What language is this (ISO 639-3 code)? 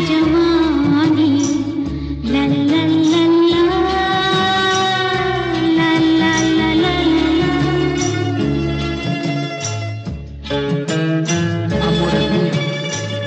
hin